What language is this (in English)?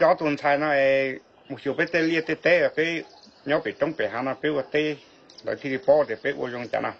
Hmong